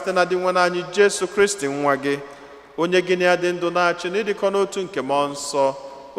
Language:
Igbo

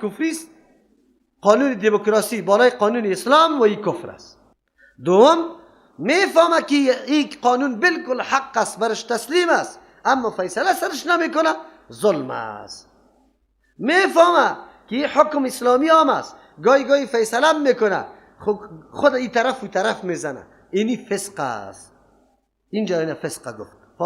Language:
Persian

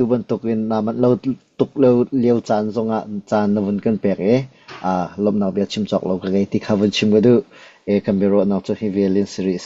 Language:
Hakha Chin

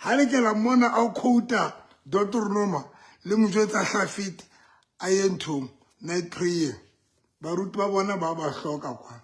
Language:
Southern Sotho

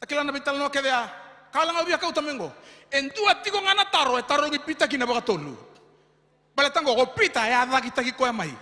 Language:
Fijian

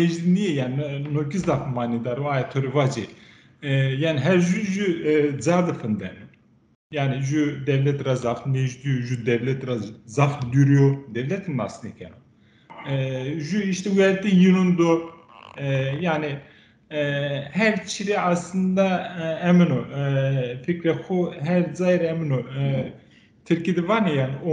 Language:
Zaza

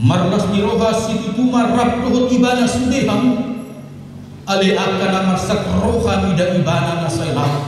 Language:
Batak Toba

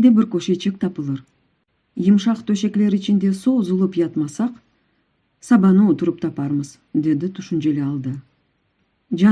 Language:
Crimean Tatar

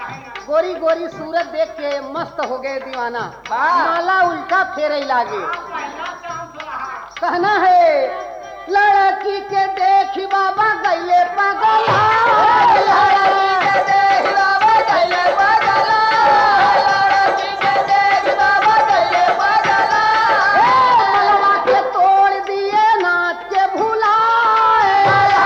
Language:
Bhojpuri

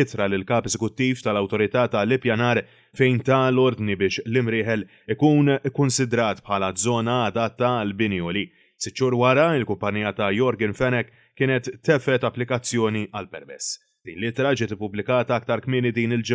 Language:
Maltese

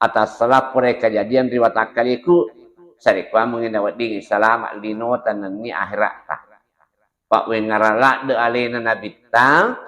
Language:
Buginese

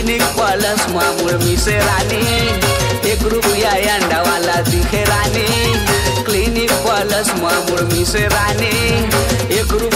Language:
Chhattisgarhi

